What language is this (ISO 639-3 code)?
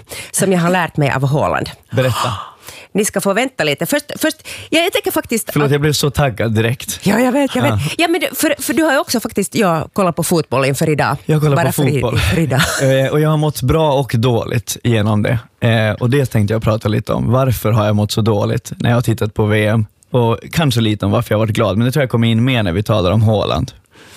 swe